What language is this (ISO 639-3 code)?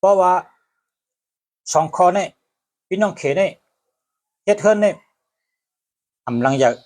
shn